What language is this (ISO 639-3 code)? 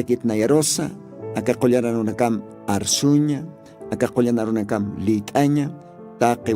aym